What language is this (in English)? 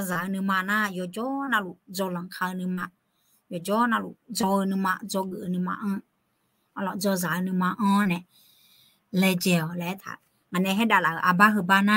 Akha